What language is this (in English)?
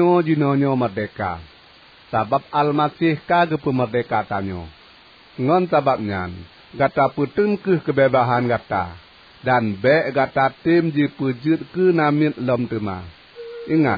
Achinese